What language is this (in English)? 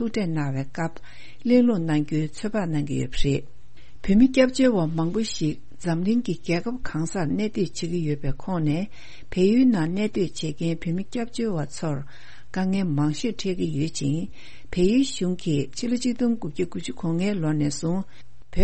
Tibetan